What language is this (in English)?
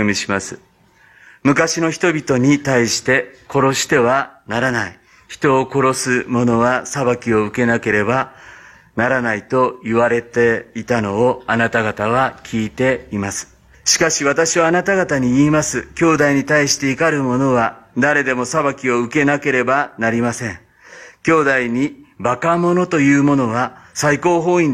Japanese